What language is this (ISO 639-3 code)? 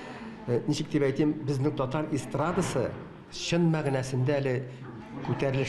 tat